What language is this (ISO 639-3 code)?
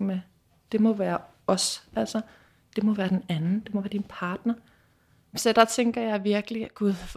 dan